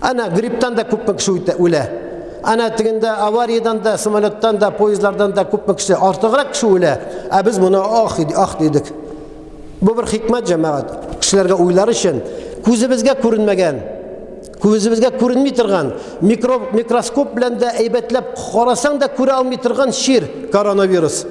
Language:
Tatar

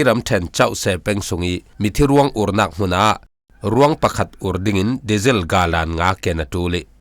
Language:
Falam Chin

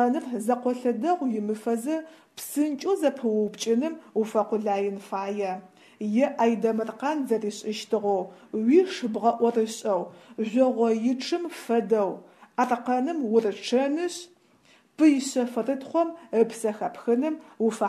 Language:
Adyghe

